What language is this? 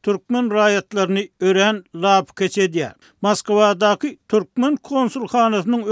Turkmen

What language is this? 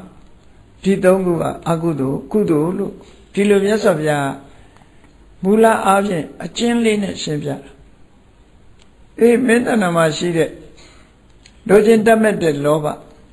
Burmese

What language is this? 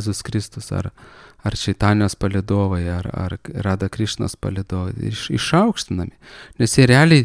Lithuanian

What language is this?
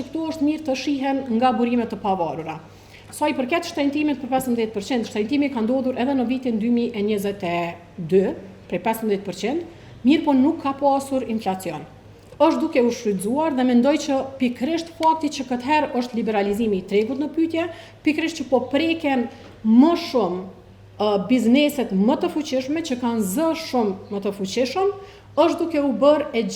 Albanian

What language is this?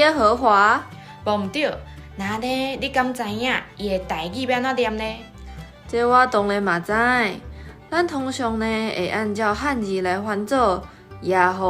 Min Nan Chinese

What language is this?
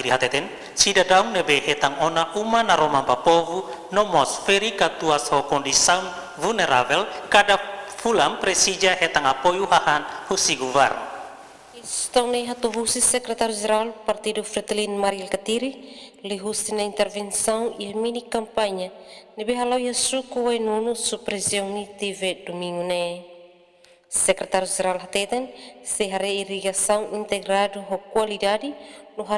Tetum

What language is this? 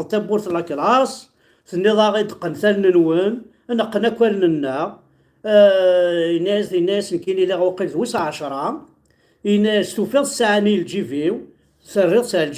Kabyle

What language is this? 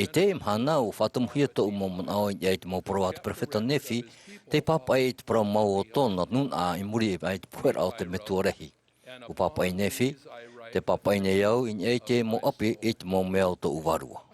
Tahitian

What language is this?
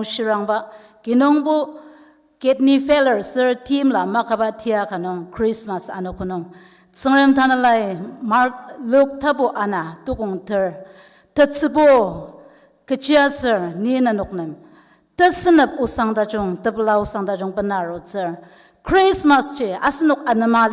Ao Naga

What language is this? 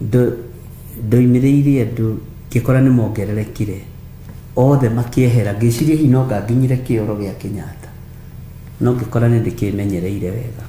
Kikuyu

